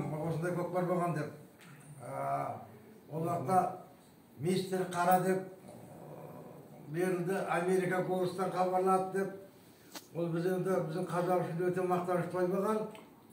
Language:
Kazakh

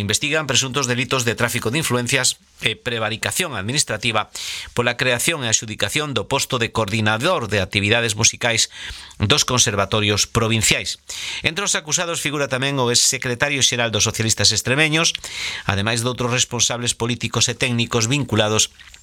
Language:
Galician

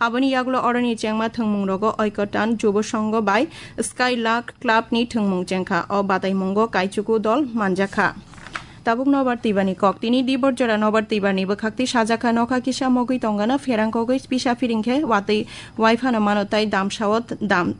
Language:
Kok Borok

